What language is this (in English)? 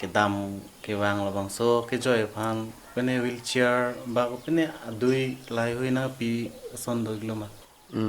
Karbi